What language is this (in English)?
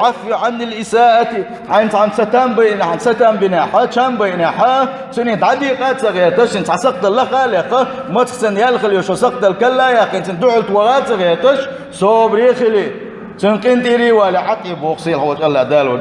Chechen